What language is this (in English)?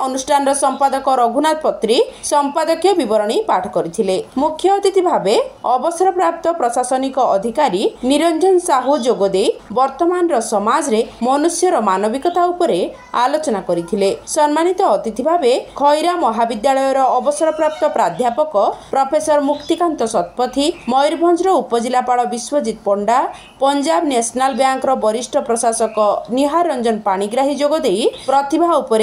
Odia